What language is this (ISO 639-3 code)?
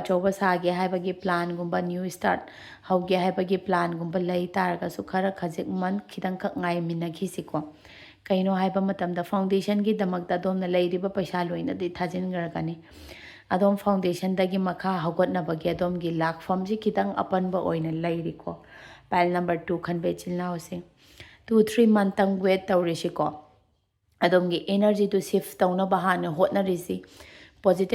mni